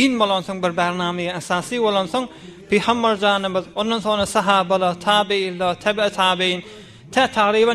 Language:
Turkmen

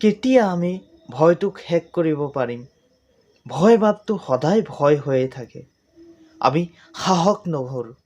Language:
Assamese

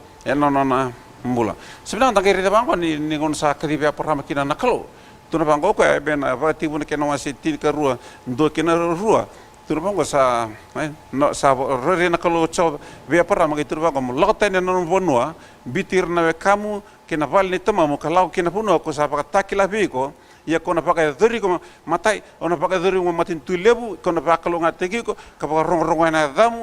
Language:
Fijian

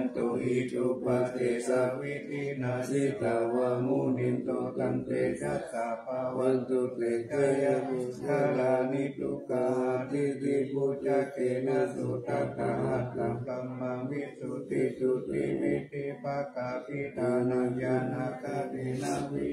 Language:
Pali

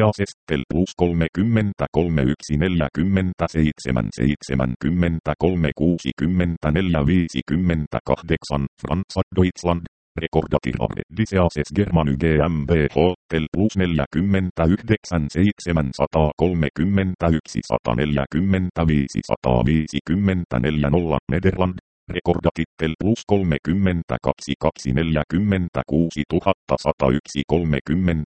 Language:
Finnish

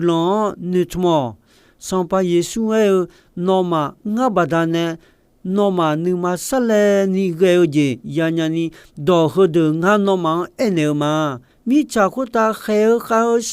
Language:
Akha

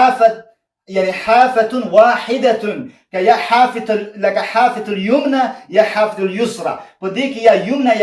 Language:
Pashto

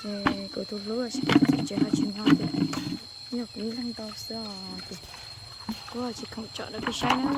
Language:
Hmong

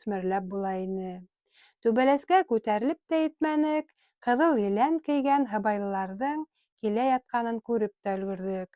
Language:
Bashkir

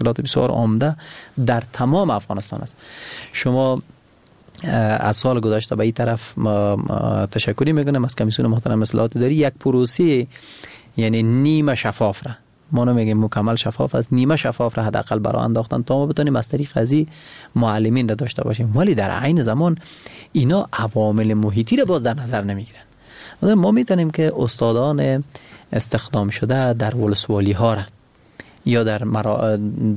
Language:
Persian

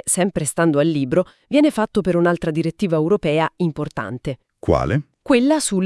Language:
Italian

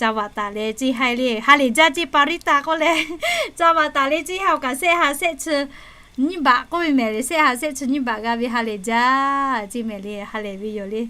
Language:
Lahu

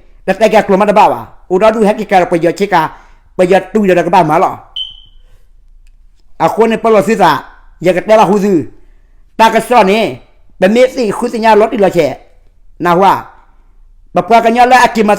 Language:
S'gaw Karen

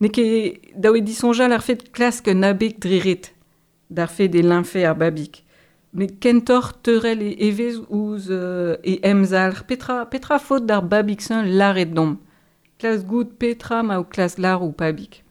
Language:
Breton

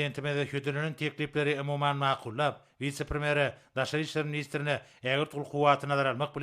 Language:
Turkmen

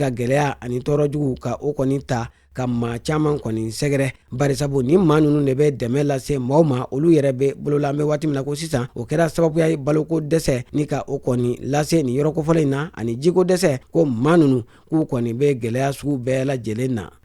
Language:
Bambara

